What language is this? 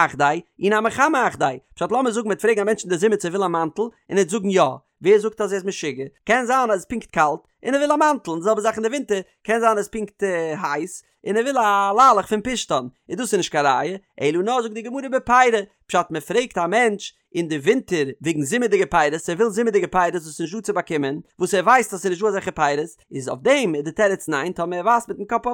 Yiddish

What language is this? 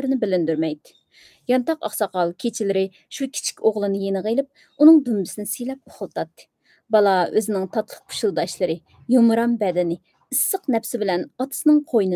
Uyghur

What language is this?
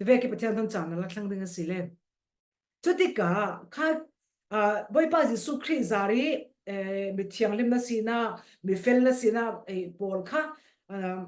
Falam Chin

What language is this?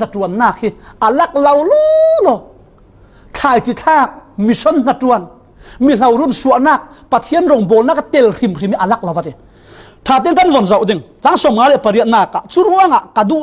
Falam Chin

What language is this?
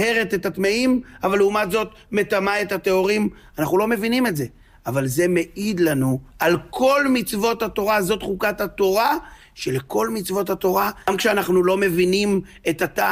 Hebrew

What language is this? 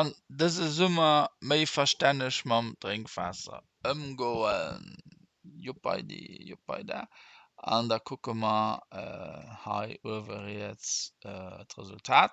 Luxembourgish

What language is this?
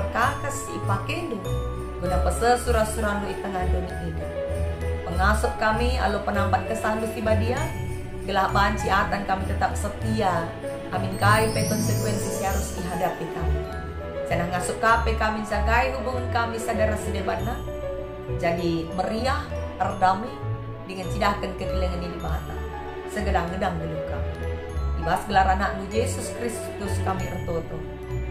Batak Karo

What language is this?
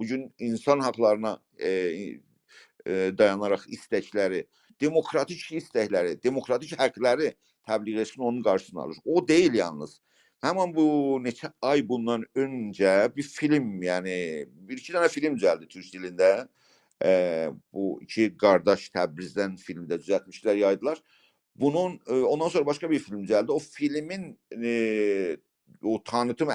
South Azerbaijani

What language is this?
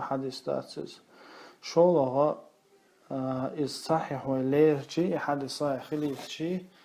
Chechen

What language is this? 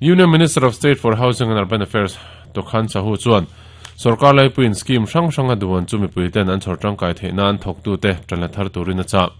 Mizo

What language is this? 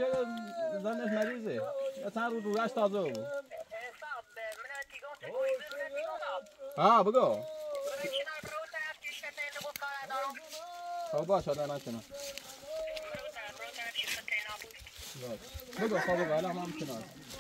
Persian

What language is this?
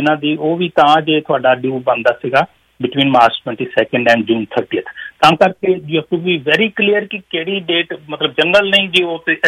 Punjabi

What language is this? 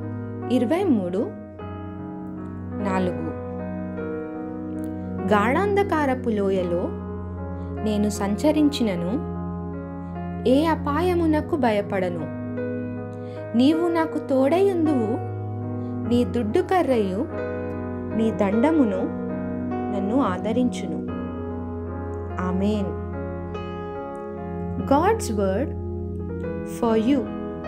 Telugu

